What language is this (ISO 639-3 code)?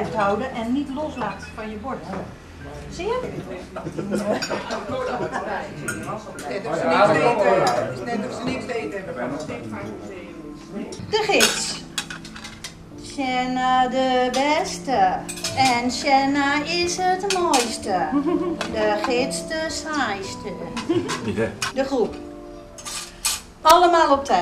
nld